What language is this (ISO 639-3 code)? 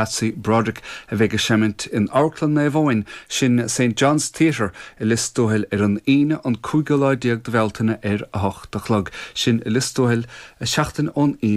gle